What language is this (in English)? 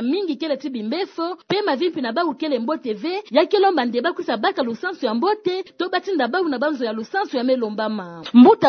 Kituba (Democratic Republic of Congo)